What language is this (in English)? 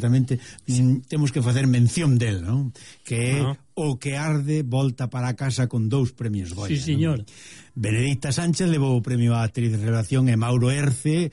Galician